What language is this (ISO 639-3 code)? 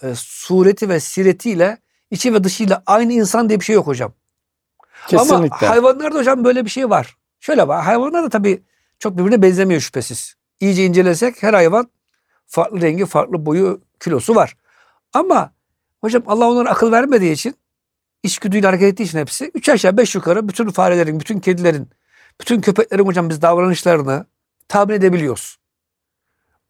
tur